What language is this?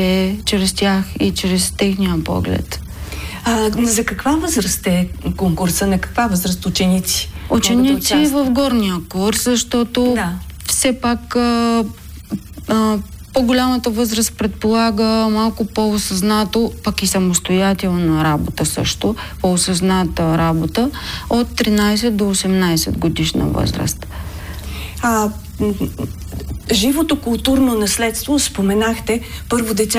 Bulgarian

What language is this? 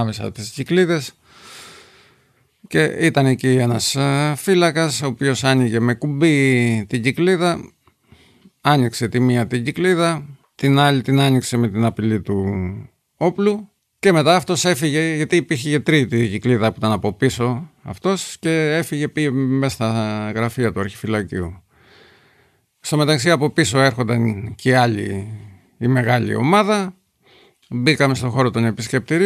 Greek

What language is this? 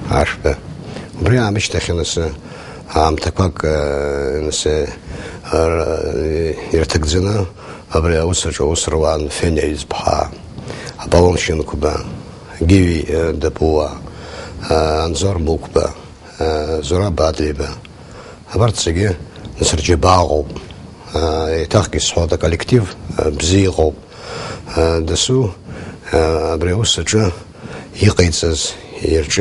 Abkhazian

